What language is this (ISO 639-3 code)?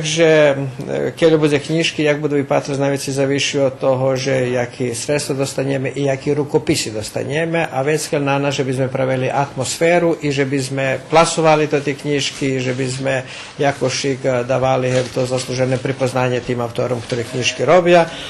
rue